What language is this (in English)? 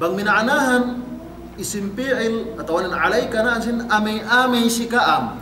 Yakan